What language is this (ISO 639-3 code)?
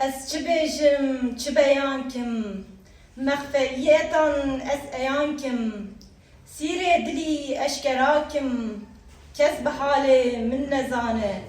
kur